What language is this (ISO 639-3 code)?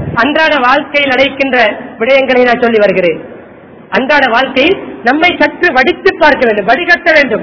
tam